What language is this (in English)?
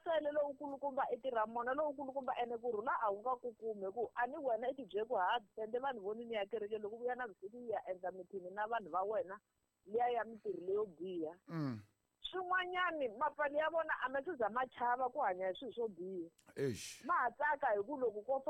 Tsonga